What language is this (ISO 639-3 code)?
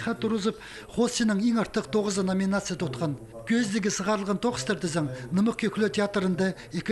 kjh